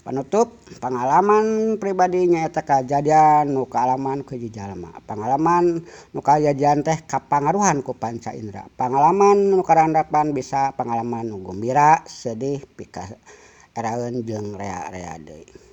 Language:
Sundanese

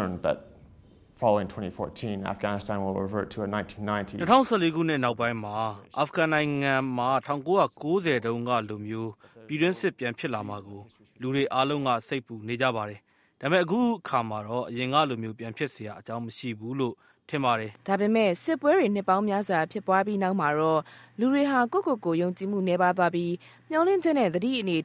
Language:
Burmese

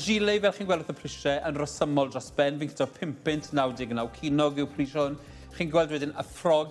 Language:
Welsh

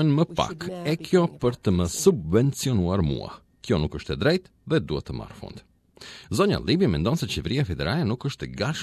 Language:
Albanian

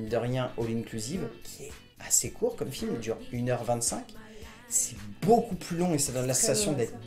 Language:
French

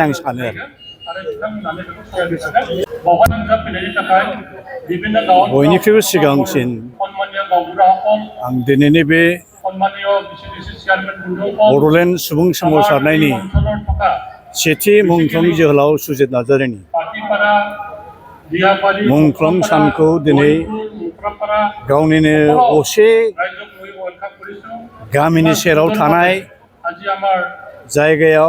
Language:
Bodo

